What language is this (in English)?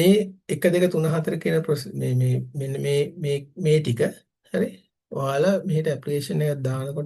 Sinhala